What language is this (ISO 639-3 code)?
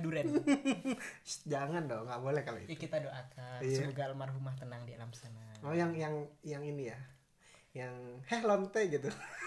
ind